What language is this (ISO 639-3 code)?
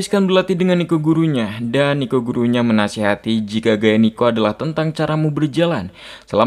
ind